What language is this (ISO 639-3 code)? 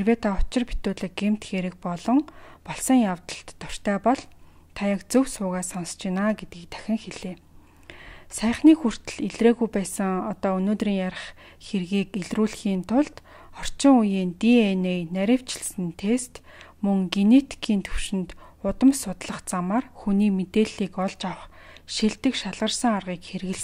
mon